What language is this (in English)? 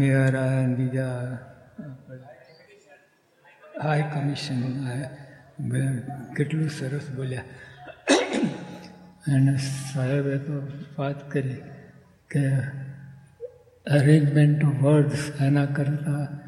Gujarati